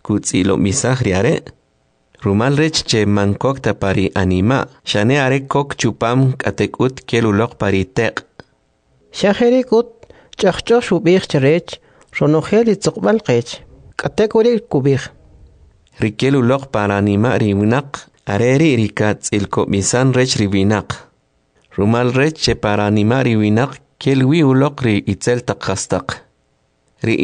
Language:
Kʼicheʼ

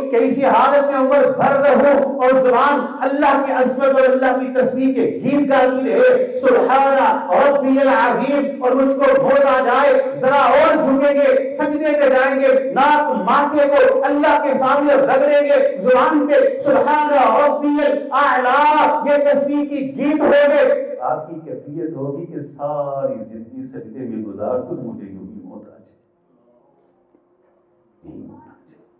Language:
Urdu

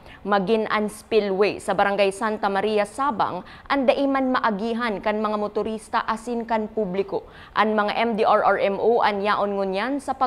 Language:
Bikol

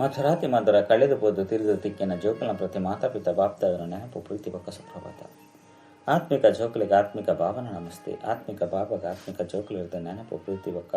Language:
Tulu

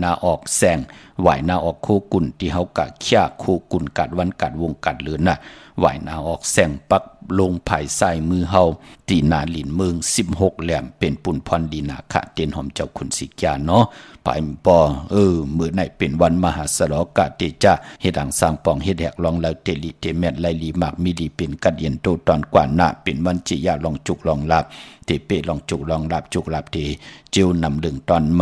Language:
Shan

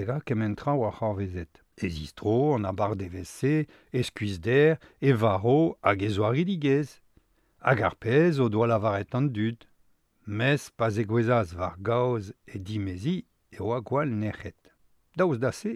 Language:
Breton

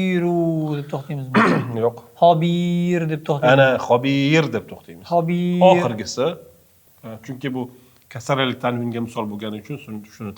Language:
Uzbek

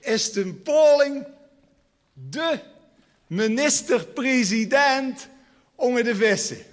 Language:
Limburgish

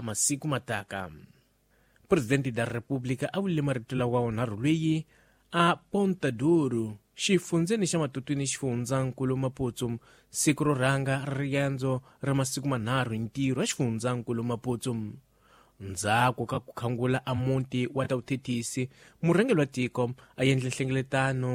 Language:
Tsonga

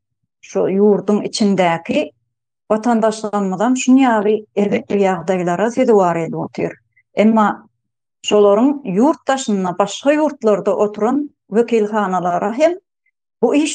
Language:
Turkmen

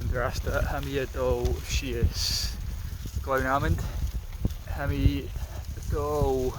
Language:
Scottish Gaelic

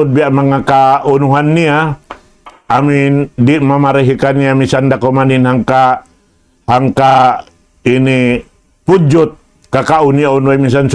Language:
Tausug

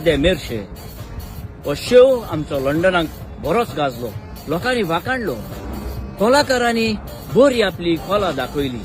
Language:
Konkani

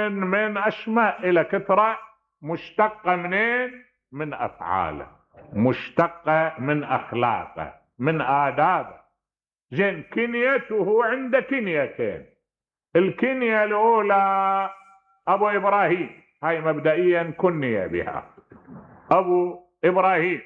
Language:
Mesopotamian Arabic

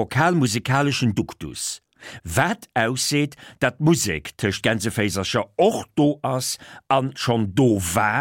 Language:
Luxembourgish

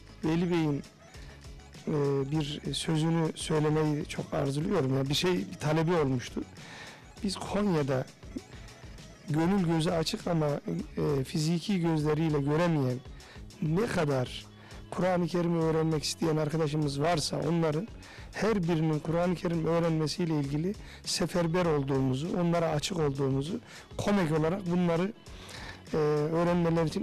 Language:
Turkish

